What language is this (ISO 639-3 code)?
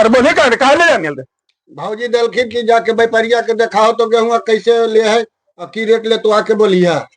mag